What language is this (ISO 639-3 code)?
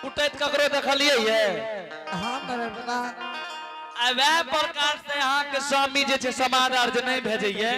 anp